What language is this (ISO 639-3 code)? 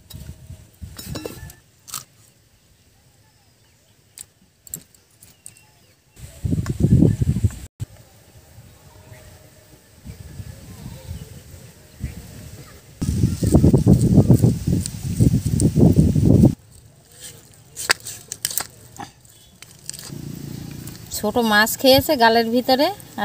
ben